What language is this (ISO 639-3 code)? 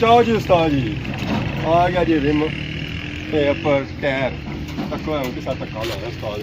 phr